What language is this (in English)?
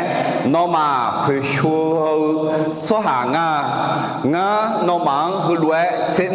Akha